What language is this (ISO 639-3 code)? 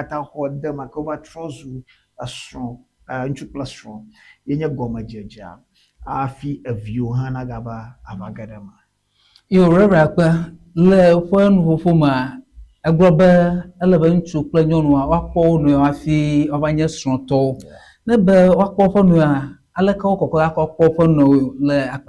ewe